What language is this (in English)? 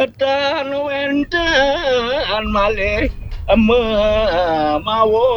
Balinese